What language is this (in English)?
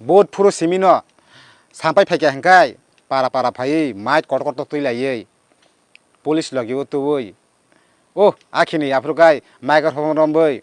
Kok Borok